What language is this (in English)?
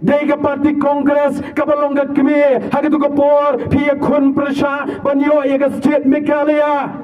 Khasi